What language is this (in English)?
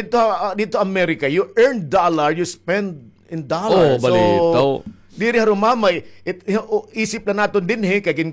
Waray